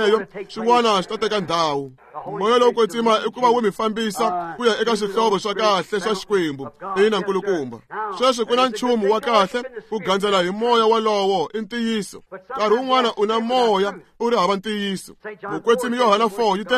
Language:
Tsonga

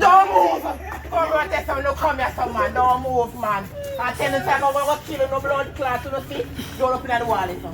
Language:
Jamaican Creole English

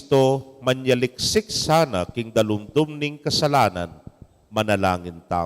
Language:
Pampanga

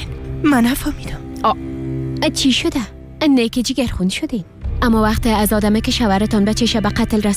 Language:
Persian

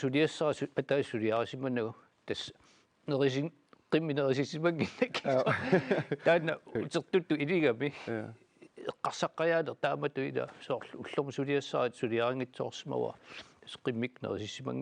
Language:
Kalaallisut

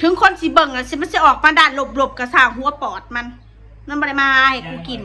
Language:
Northeastern Thai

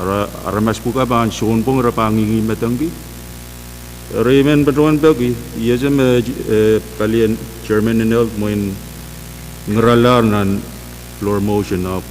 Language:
Pohnpeian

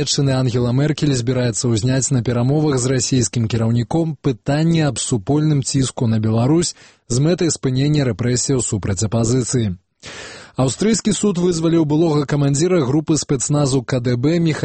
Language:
Belarusian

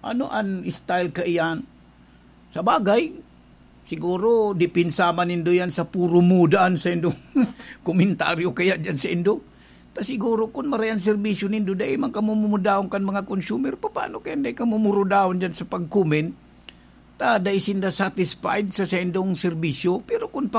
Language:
Bikol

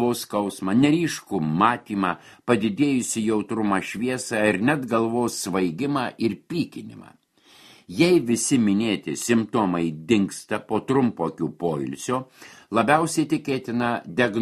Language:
Lithuanian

